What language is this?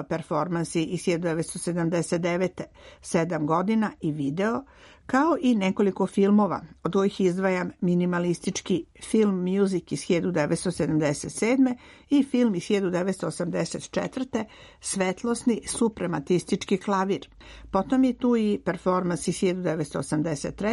Serbian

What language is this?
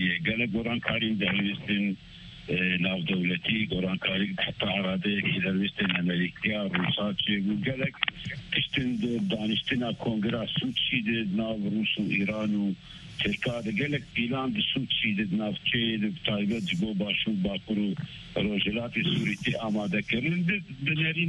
Kurdish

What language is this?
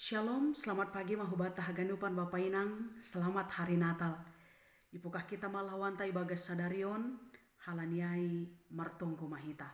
Batak Simalungun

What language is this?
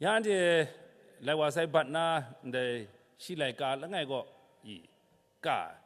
Kachin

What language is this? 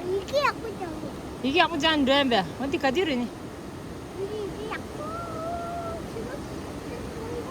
Tibetan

